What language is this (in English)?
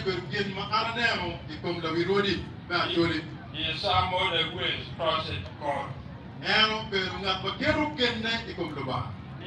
Acoli